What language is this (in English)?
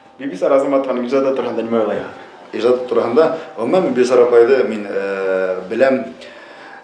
Bashkir